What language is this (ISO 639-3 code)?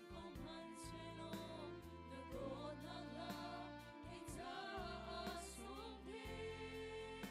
cnh